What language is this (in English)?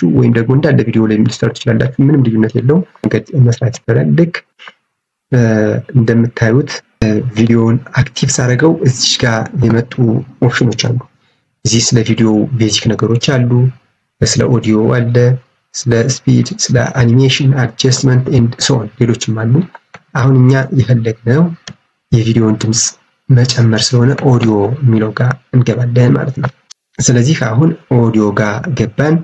Amharic